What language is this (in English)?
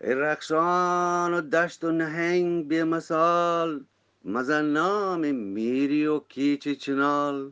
Eastern Balochi